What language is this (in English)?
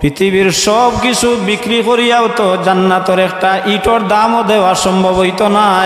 Sylheti